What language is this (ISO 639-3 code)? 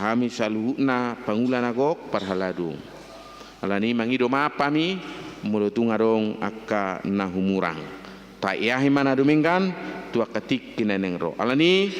bbc